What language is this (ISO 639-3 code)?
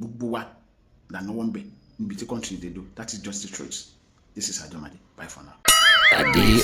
yor